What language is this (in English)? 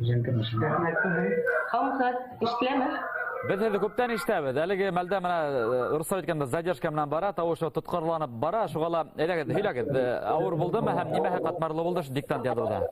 Bashkir